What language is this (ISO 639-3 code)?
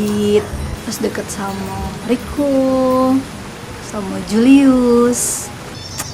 mui